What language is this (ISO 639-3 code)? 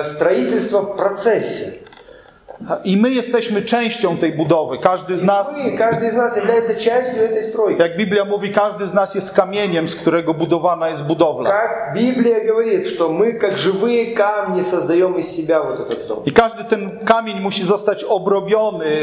pol